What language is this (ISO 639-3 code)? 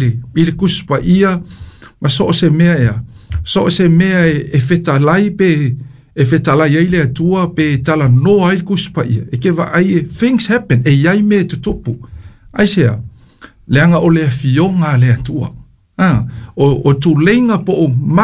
smo